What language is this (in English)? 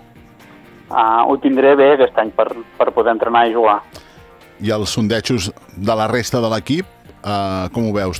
Catalan